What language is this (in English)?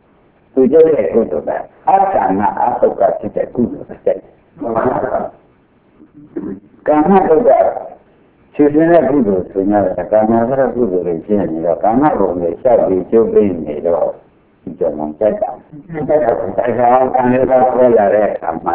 Burmese